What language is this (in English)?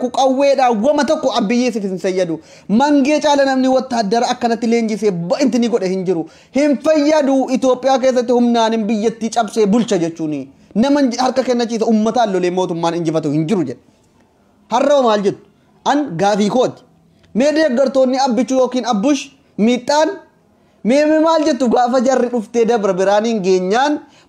Oromo